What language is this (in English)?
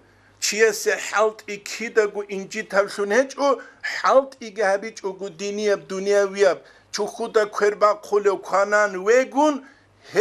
Avaric